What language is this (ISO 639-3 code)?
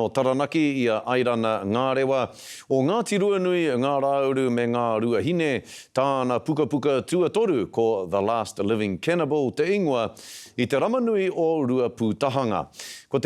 mri